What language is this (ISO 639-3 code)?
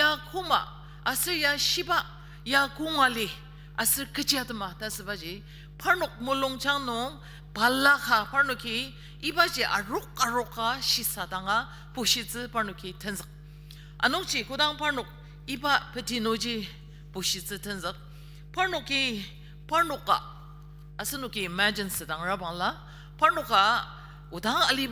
njo